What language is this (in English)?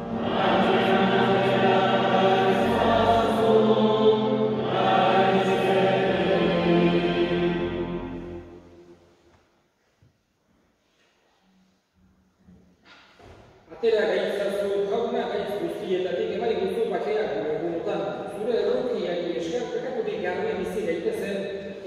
Basque